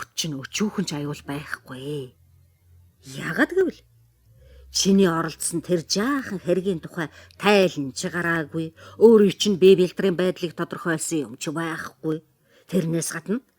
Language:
Mongolian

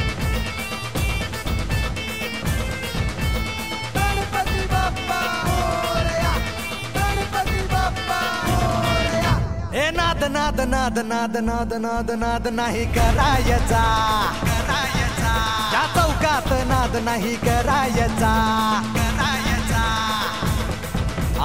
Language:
Marathi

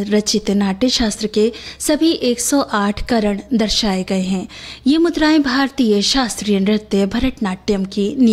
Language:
Hindi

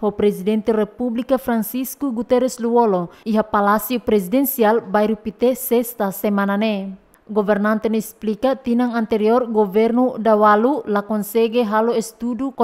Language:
Tetum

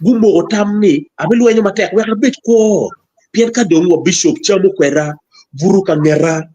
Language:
Acoli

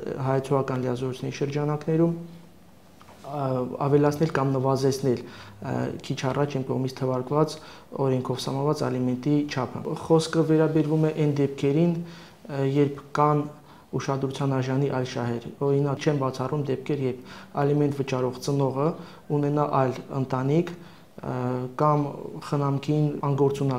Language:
Armenian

